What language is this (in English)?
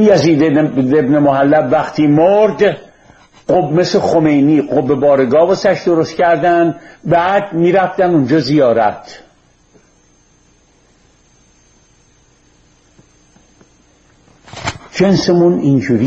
Persian